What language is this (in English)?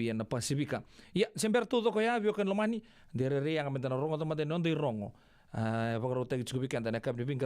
Fijian